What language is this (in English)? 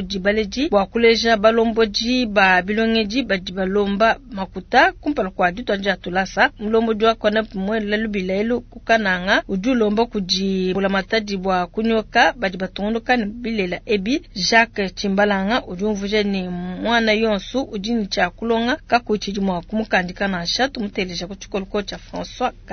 Luba-Lulua